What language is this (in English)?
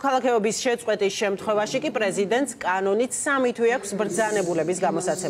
Georgian